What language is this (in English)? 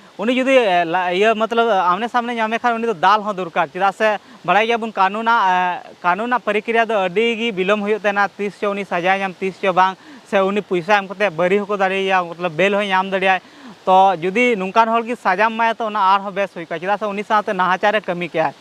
Santali